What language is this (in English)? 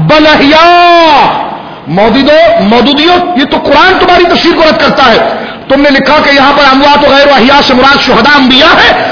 Urdu